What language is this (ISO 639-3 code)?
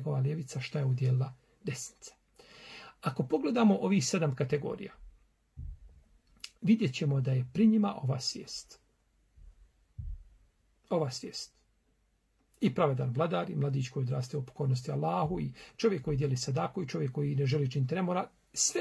bos